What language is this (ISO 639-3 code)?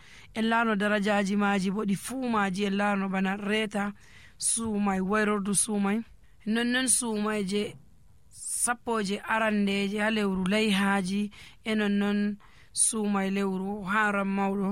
fuv